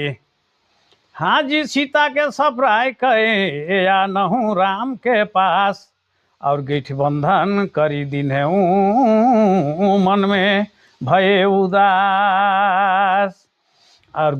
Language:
Sadri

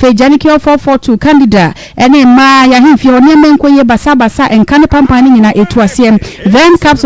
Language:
Akan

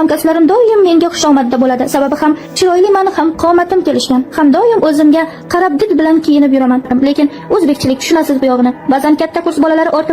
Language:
Uzbek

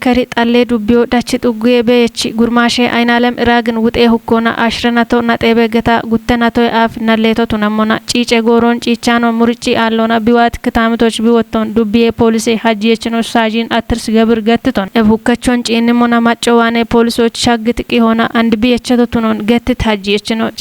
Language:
Kafa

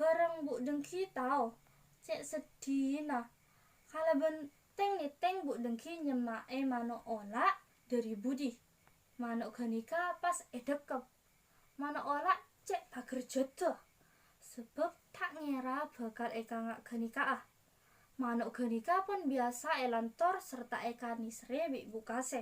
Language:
Madurese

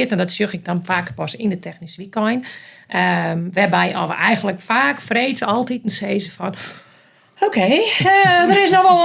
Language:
Western Frisian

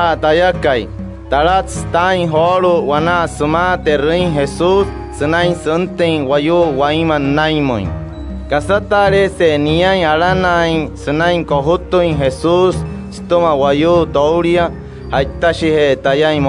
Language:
Wayuu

